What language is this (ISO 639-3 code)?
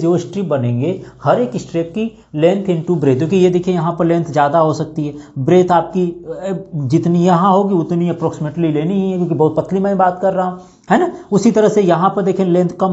hin